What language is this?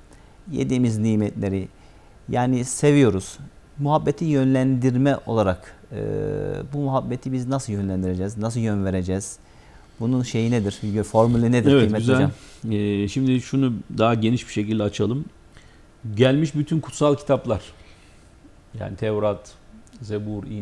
Turkish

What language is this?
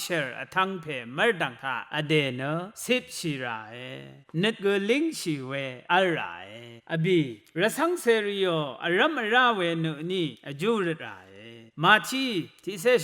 Rawang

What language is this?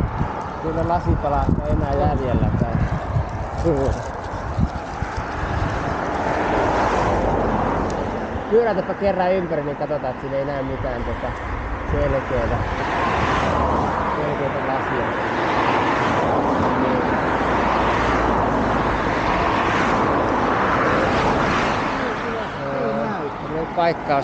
Finnish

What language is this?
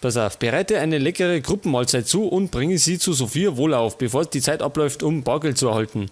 Bavarian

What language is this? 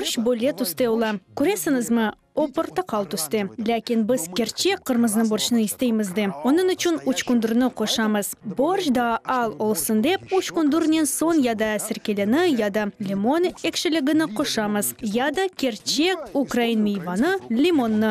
Crimean Tatar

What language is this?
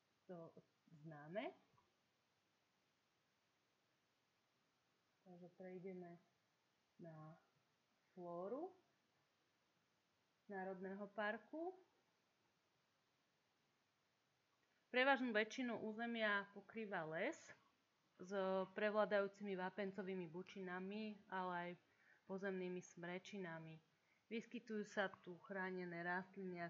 Slovak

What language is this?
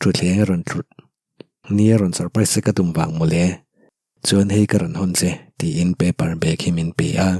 Mizo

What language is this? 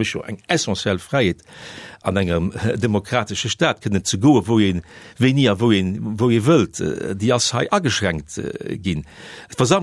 Luxembourgish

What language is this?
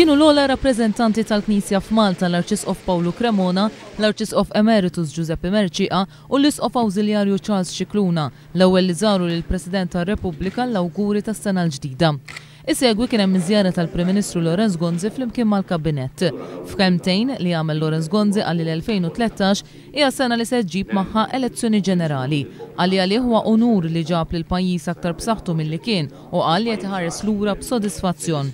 Maltese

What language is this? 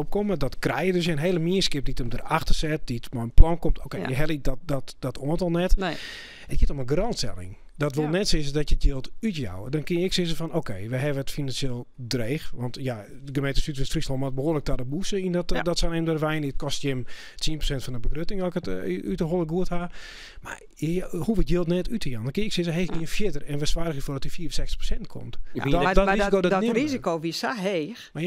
Western Frisian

